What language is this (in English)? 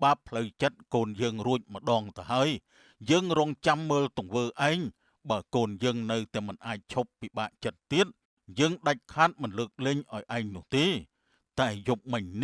Khmer